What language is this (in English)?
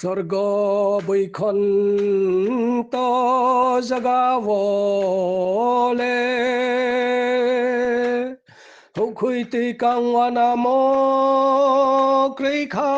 Riang (India)